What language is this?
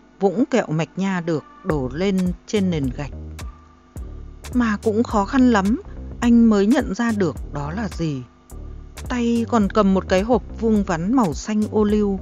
Vietnamese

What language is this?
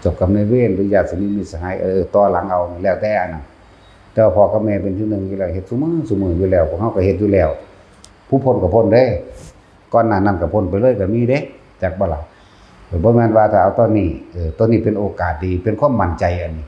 Lao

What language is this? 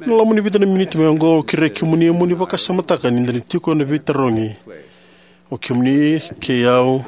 Fijian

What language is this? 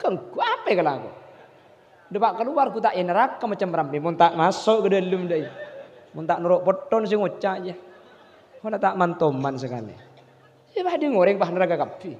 Madurese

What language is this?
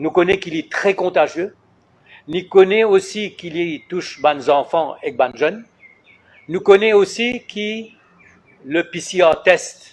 Morisyen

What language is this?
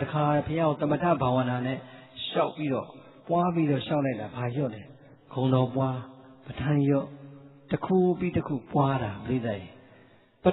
Burmese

